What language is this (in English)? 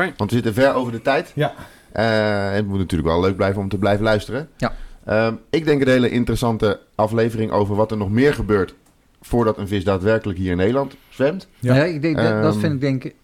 Dutch